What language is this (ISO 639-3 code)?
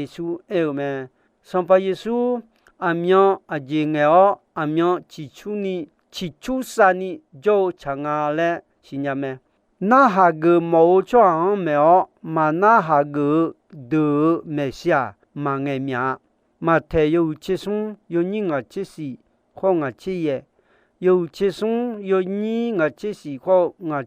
ahk